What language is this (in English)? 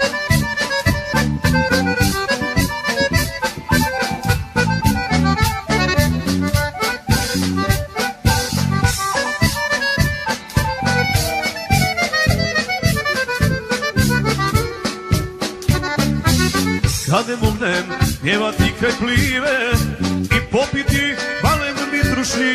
Croatian